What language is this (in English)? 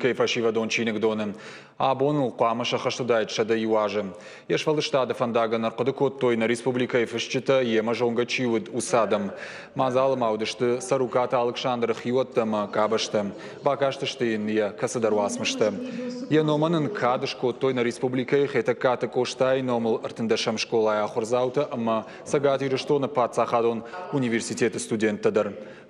Ossetic